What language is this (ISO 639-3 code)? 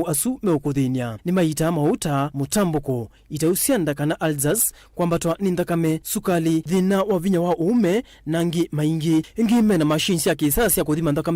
kam